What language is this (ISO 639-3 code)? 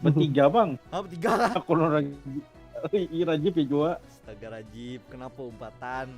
bjn